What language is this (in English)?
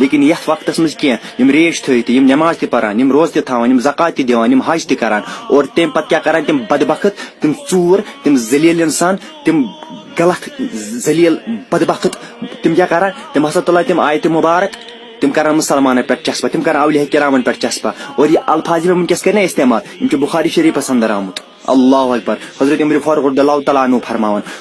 Kashmiri